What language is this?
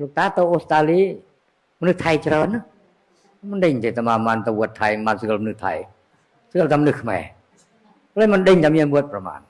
Khmer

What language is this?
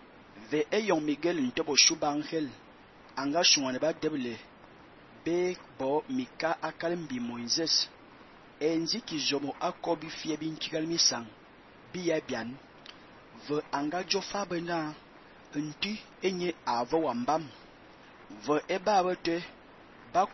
Fang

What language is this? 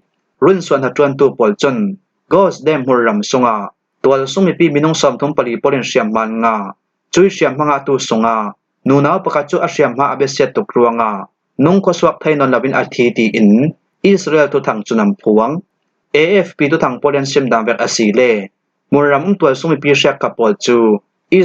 Falam Chin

